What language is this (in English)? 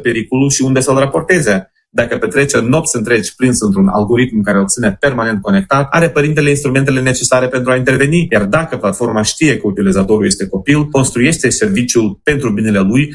Romanian